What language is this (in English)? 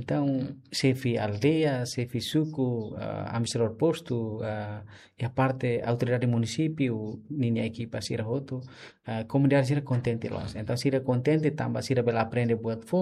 Tetum